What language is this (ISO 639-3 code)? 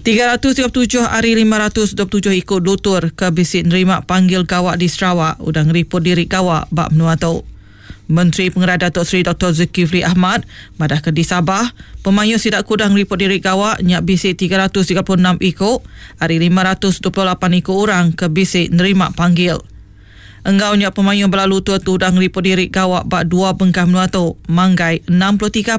iba